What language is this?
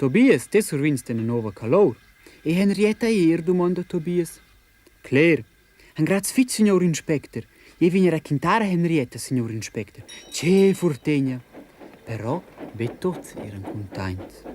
Romansh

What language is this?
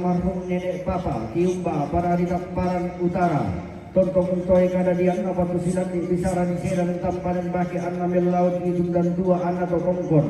Toraja-Sa'dan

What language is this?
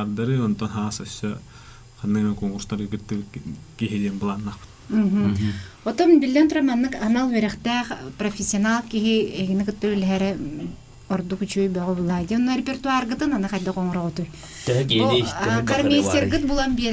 Yakut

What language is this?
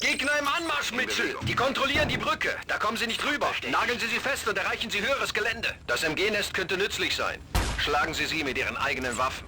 Bavarian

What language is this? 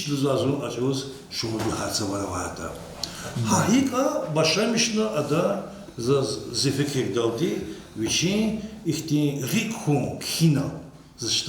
Lezghian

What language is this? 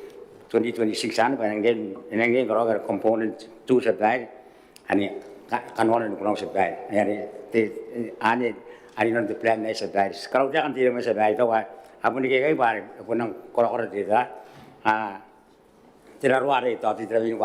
Gilbertese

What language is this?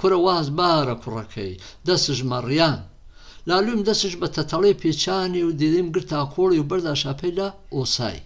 Gurani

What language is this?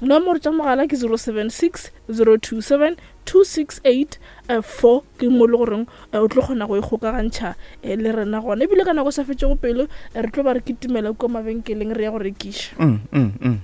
Northern Sotho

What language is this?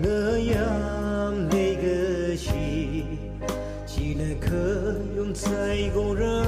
Tangkhul Naga (India)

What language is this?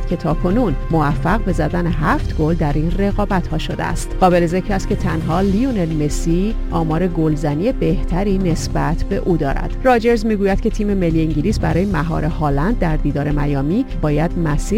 Persian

